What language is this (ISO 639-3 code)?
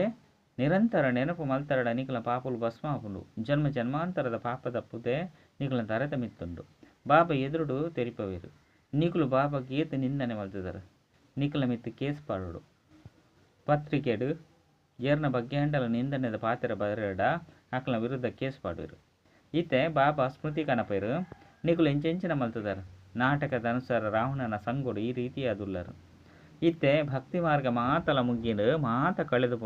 tcy